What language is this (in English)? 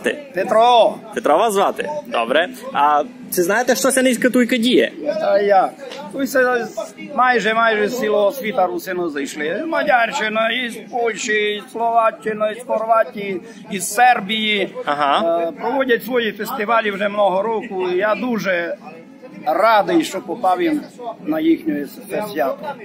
Rusyn